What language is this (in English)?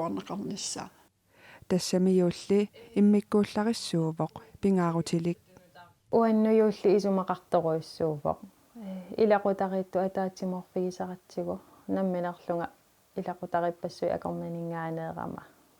Kalaallisut